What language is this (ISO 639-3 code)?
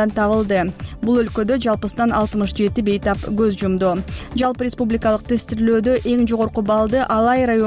kir